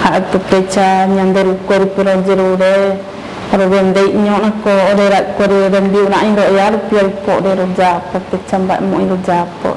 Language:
Mbyá Guaraní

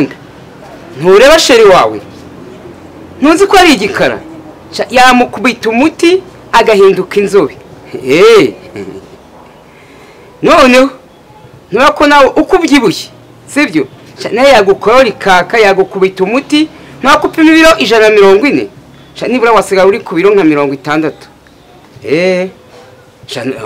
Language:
Kinyarwanda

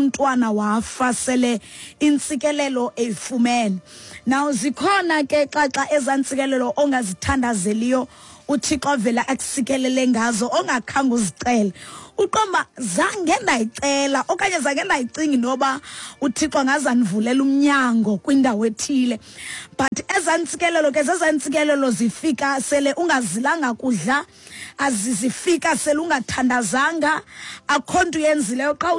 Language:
Xhosa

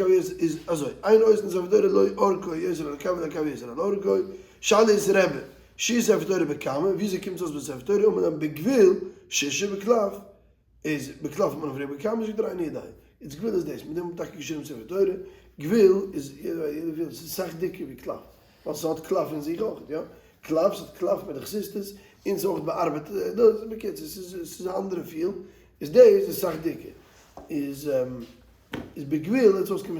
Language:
Yiddish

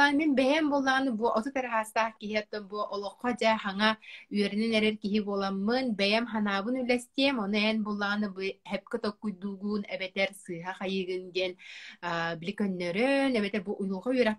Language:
Yakut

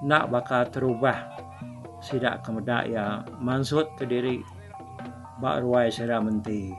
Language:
Iban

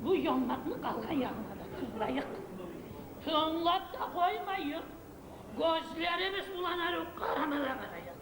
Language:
Kumyk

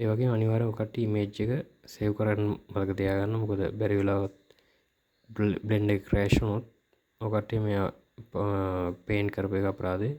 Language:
Sinhala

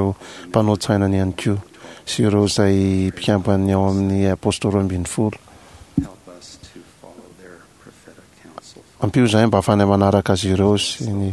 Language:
Malagasy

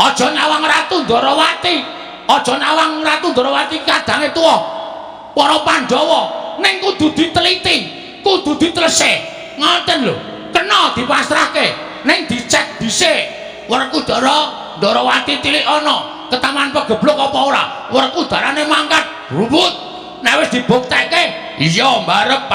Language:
Javanese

